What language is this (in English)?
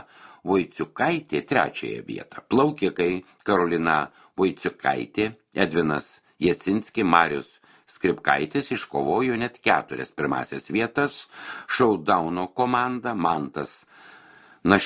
Lithuanian